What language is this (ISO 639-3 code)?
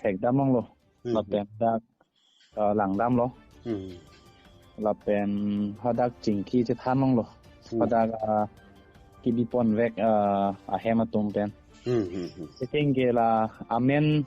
mjw